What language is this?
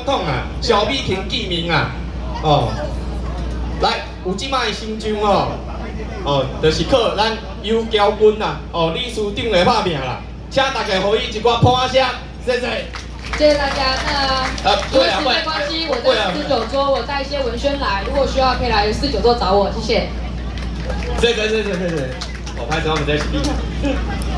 Min Nan Chinese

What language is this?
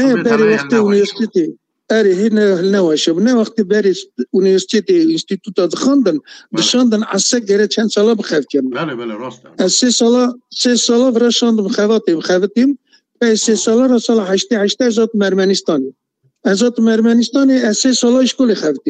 Kurdish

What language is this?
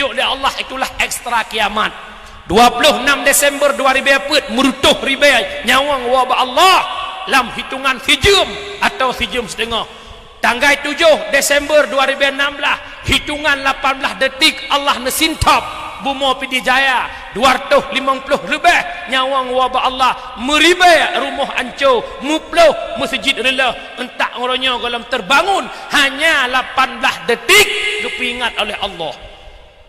Achinese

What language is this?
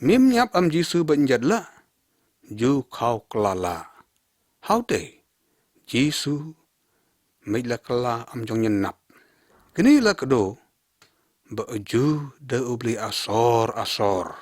Lyngngam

